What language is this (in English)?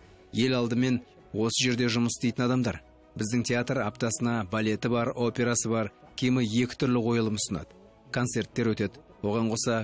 Kazakh